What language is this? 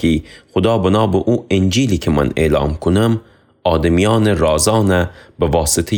Gilaki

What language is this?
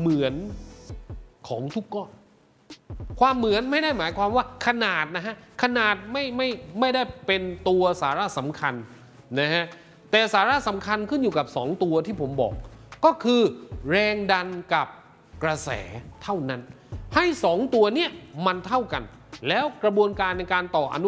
Thai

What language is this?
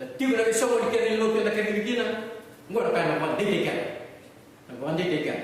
Fijian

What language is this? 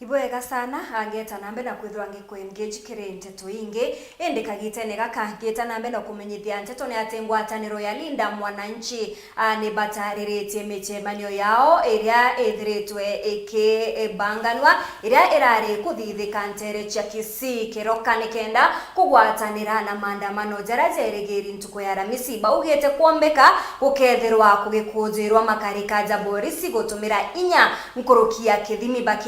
Meru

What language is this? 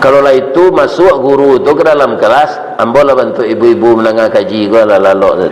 Minangkabau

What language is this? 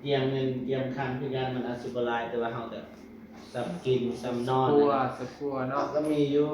Northeastern Thai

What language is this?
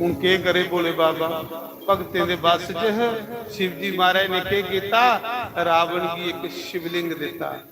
Dogri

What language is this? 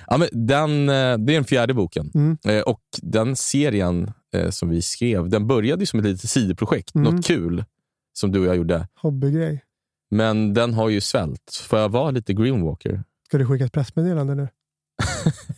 Swedish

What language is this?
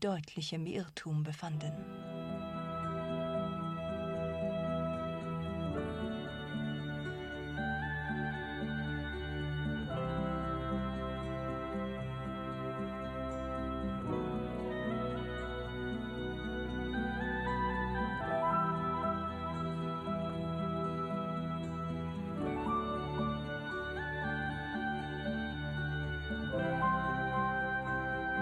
German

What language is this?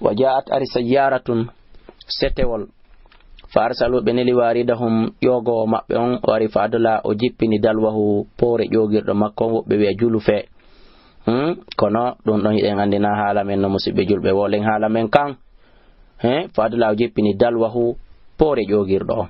Fula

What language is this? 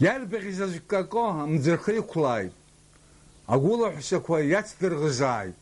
Abkhazian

